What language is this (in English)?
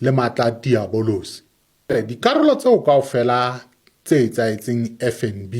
Southern Sotho